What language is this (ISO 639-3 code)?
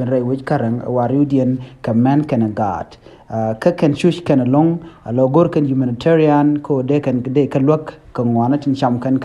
nus